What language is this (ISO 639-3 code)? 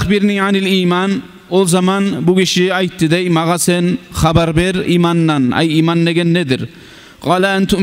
kum